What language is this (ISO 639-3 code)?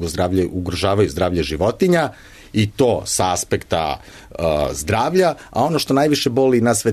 srp